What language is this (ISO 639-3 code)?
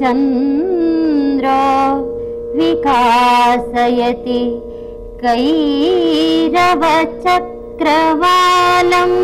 san